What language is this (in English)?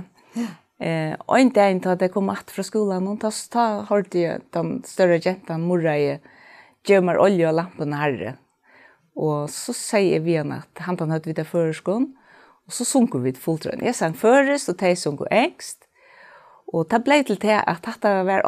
Faroese